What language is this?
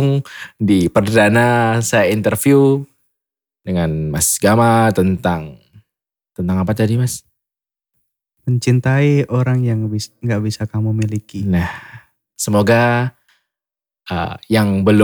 Indonesian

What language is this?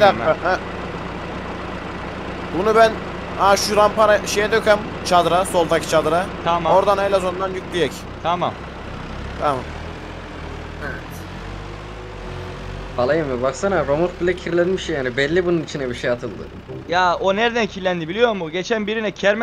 Turkish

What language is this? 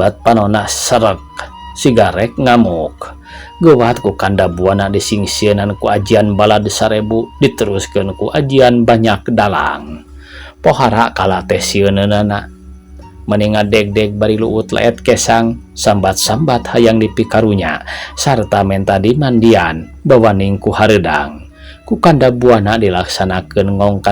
Sundanese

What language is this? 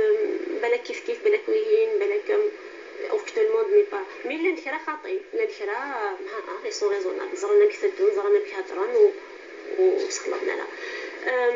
Kabyle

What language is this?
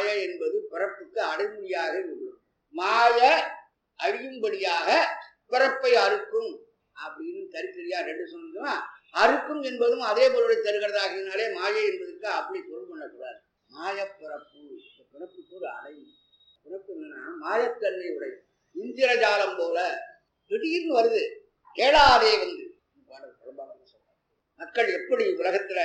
Tamil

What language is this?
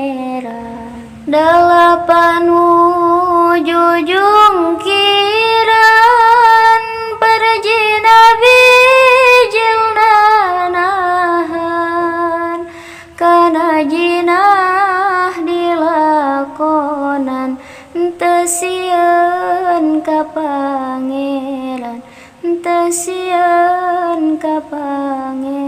Sundanese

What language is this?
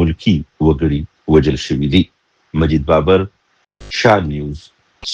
Pashto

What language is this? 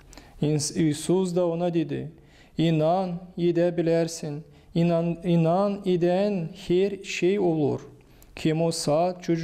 Gagauz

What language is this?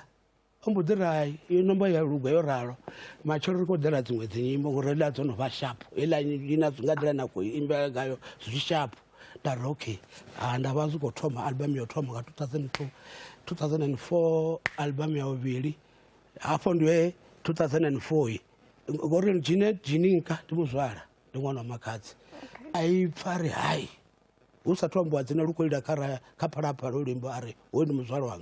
Venda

